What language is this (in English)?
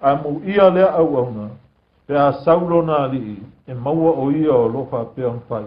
Samoan